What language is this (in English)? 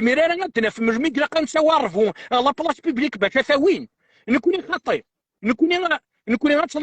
Kabyle